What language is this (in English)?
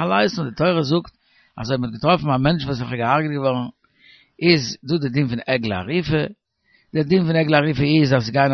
Yiddish